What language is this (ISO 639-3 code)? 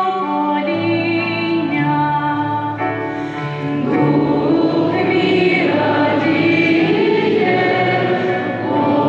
ukr